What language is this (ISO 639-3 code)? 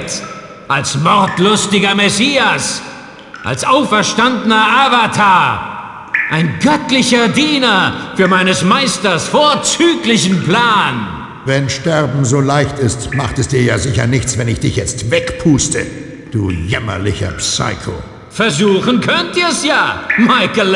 bar